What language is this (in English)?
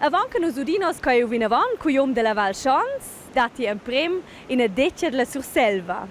Romansh